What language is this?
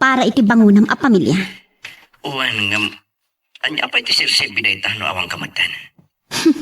Iloko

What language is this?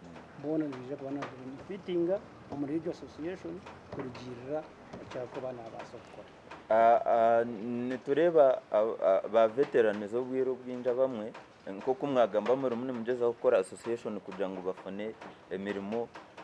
Nyankole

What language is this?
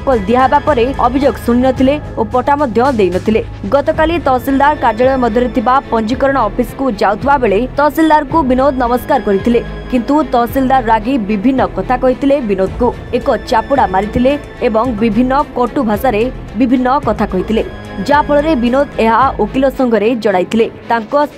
Odia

